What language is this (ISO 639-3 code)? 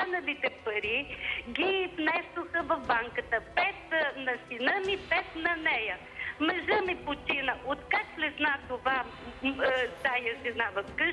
bul